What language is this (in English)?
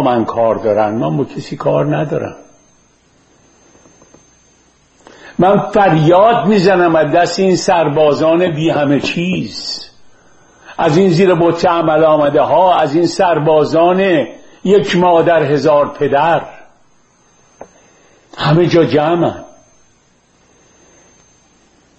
Persian